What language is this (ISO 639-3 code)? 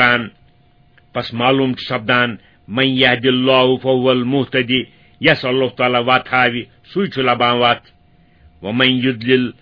kas